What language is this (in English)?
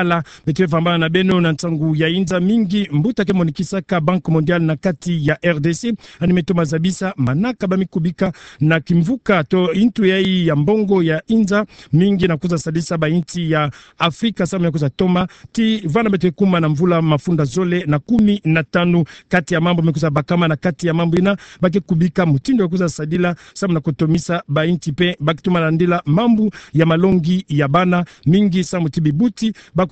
Kituba (Democratic Republic of Congo)